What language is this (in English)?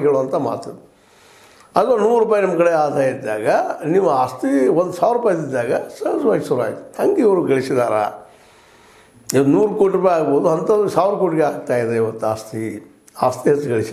Kannada